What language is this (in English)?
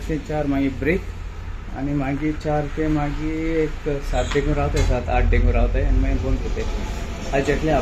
Konkani